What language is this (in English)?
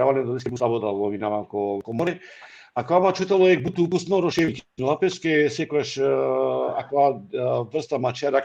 Balkan Romani